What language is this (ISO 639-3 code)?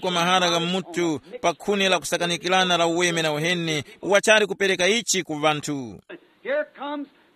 tum